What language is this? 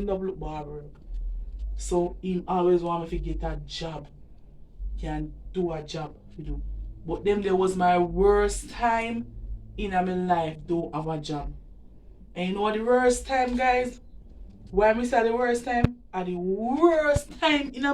Jamaican Creole English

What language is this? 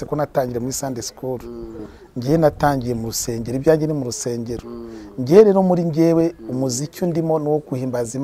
Kinyarwanda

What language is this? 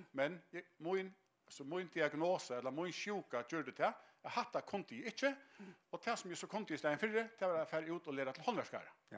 Faroese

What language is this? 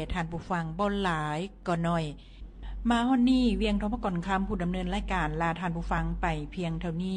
Lao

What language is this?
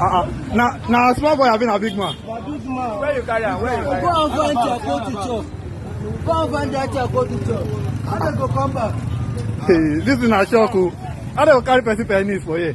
Nigerian Pidgin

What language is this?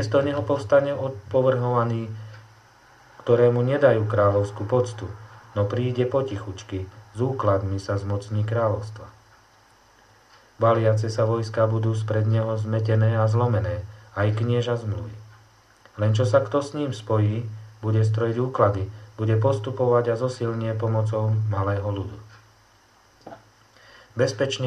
Slovak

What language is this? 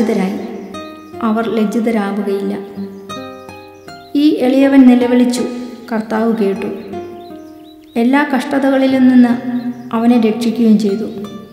Malayalam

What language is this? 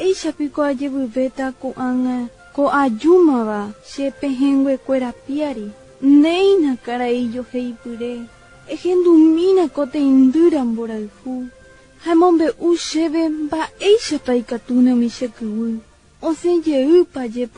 Guarani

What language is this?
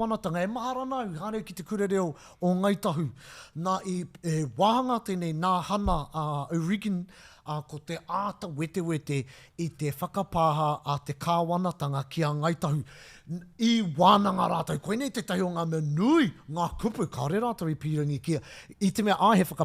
Māori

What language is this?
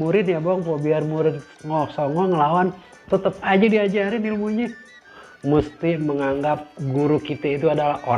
Betawi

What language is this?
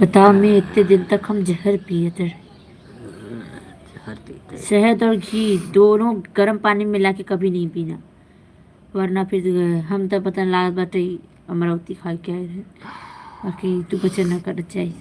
Awadhi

